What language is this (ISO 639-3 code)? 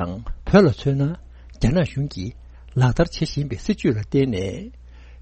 bod